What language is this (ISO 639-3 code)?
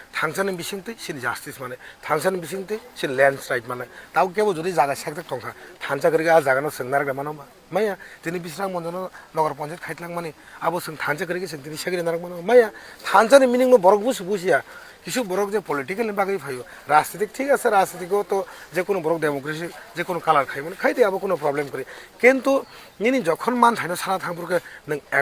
trp